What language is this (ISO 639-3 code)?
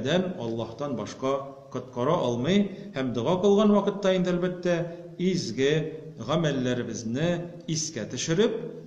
tat